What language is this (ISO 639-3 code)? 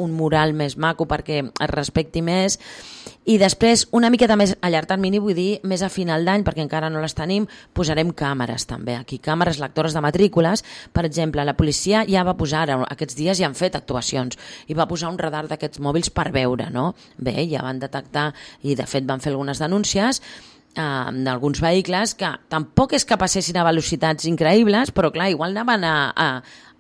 cat